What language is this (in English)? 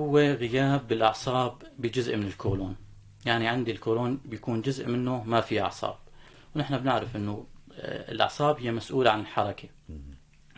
North Levantine Arabic